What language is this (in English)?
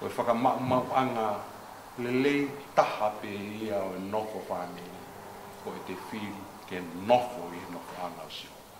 Tongan